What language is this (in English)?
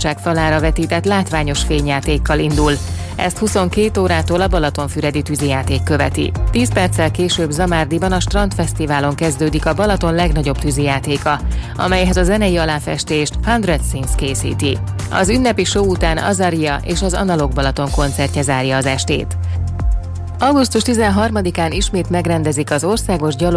Hungarian